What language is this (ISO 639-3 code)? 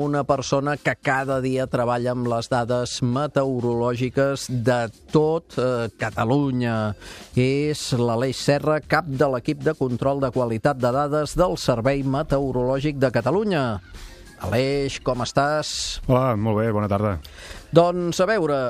cat